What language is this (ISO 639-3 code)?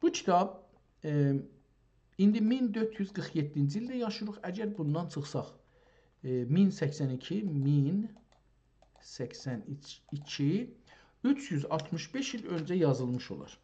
azb